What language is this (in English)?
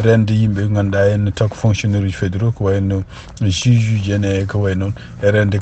Fula